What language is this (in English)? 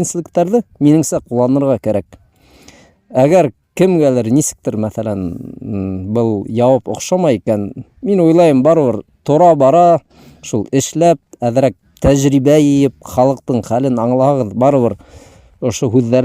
Bashkir